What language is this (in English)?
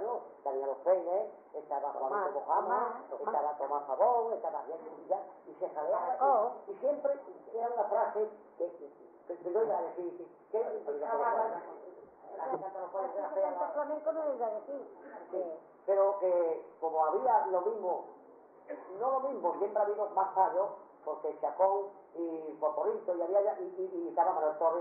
Spanish